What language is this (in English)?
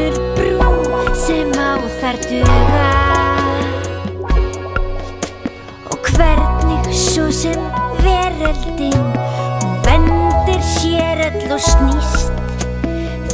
Icelandic